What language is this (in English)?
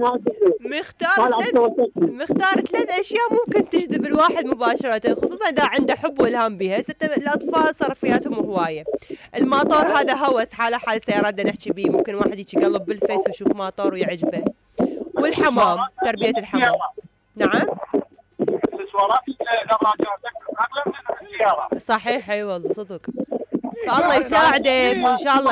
Mesopotamian Arabic